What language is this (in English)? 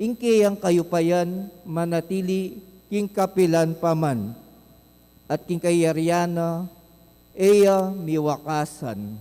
Pampanga